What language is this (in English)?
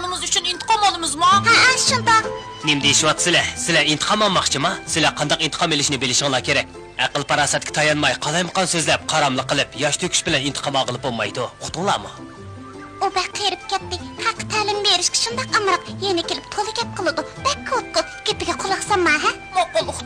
Uyghur